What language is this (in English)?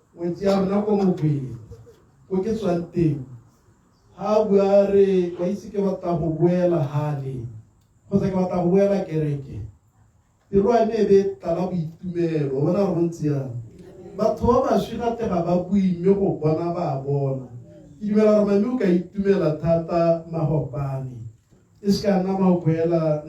Tswana